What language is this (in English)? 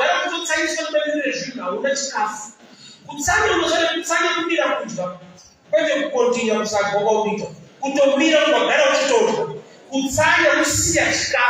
Shona